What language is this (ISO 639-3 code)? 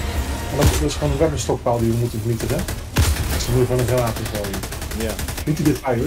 nld